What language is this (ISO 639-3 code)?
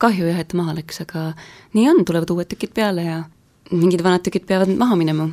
est